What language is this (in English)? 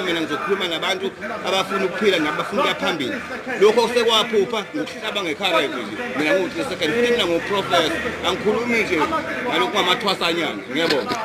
Zulu